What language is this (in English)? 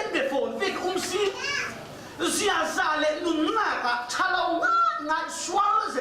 Falam Chin